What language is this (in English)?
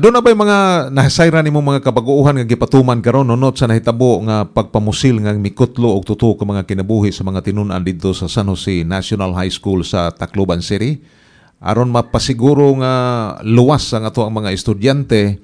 Cebuano